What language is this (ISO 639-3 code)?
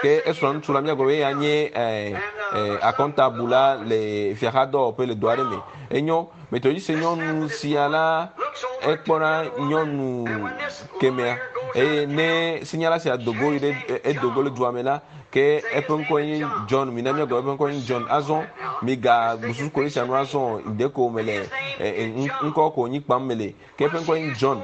ewe